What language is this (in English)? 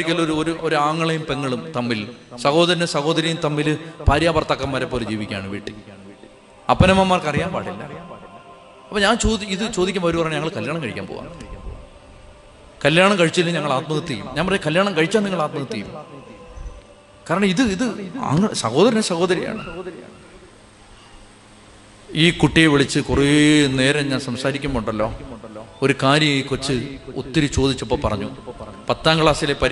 Malayalam